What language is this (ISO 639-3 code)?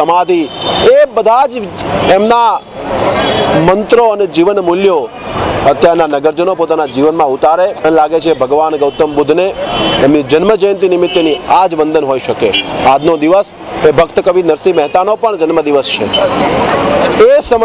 guj